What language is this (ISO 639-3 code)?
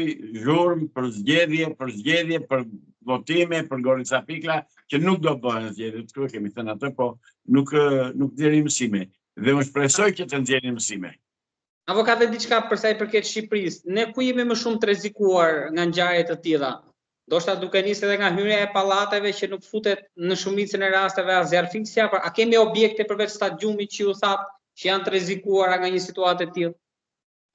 sqi